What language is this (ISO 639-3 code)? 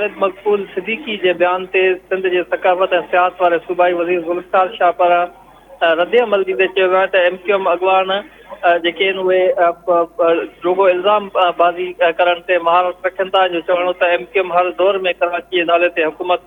snd